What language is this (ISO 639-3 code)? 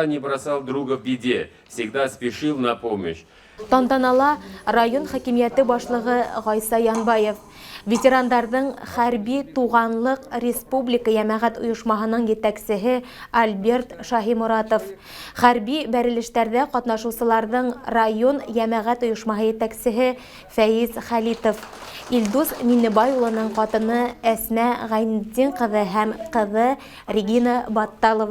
bak